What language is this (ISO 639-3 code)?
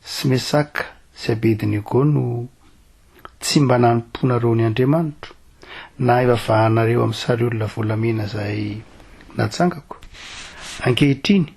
mlg